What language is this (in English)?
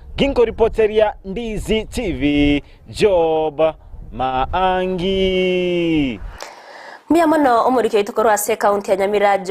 Gusii